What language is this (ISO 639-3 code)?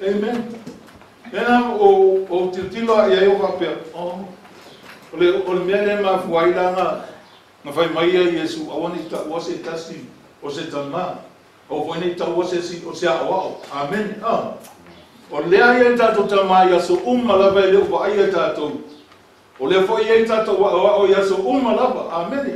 smo